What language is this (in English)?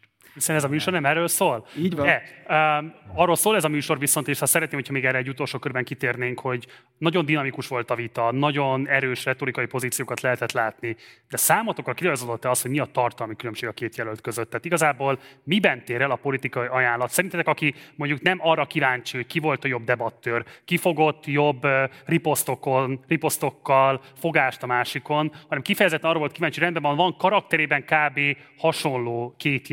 Hungarian